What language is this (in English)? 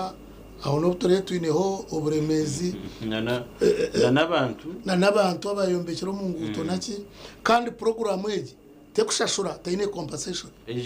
Nyankole